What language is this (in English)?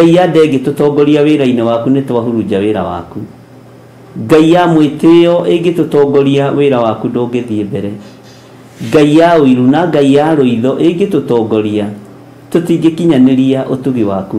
Kikuyu